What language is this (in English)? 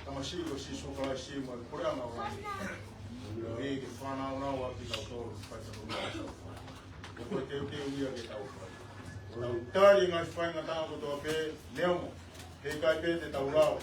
Tongan